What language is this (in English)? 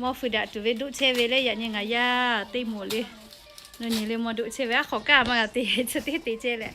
Lahu